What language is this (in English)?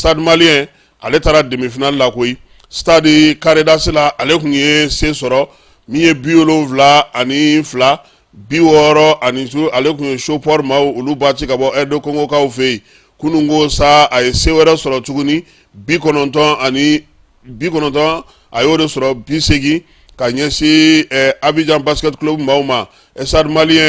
Bambara